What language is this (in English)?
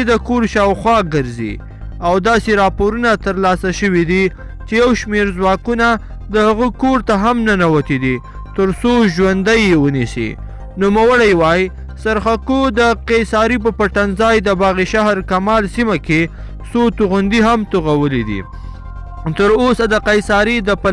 Pashto